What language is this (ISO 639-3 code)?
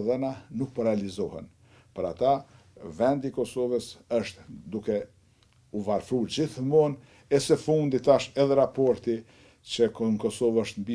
sqi